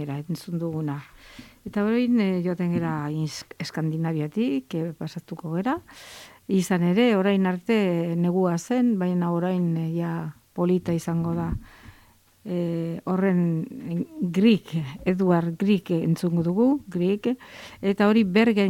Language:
Basque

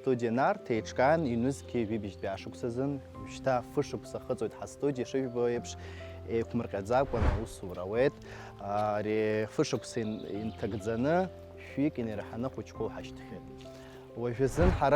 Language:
Abkhazian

